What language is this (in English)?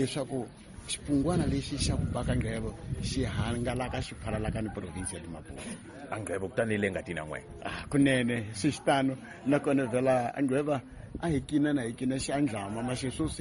Tsonga